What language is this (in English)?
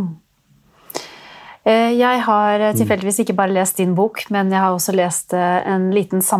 Danish